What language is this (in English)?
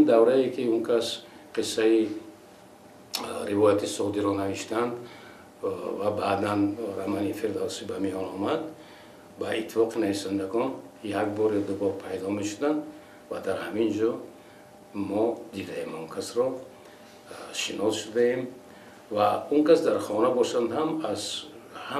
Tajik